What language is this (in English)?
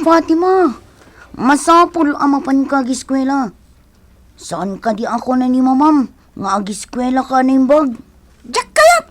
Iloko